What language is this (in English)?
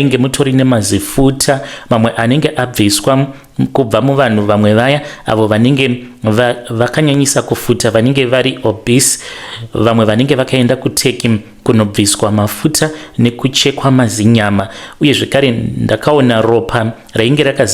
Shona